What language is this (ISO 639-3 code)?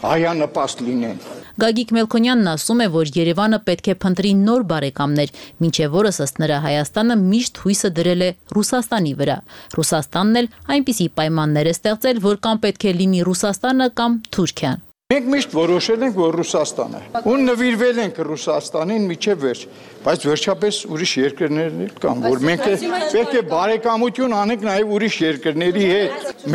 hye